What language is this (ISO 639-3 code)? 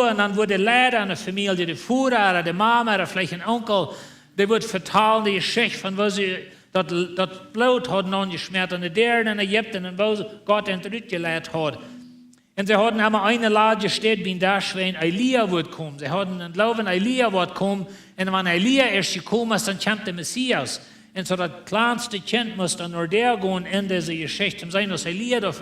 pdt